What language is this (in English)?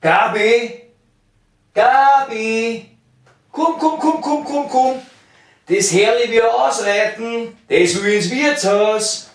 Bavarian